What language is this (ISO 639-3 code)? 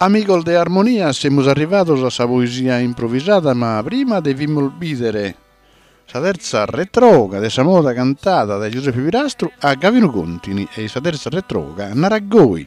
srd